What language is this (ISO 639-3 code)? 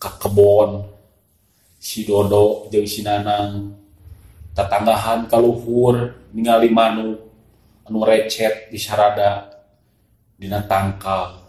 sun